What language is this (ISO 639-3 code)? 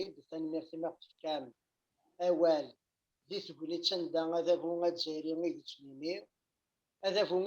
kab